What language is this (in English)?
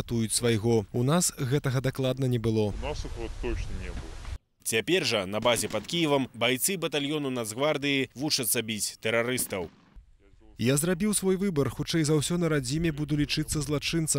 Belarusian